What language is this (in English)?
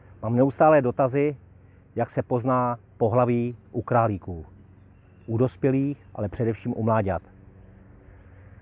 Czech